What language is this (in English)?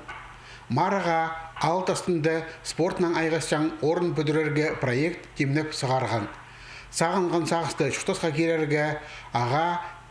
Khakas